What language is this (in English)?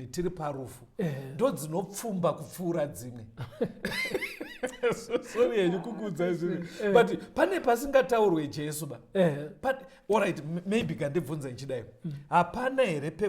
Shona